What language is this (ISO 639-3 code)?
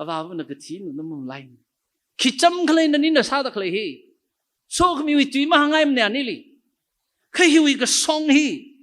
nmf